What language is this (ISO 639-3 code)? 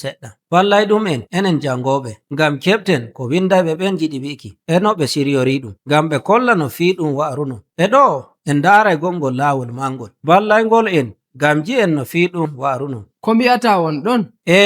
fuv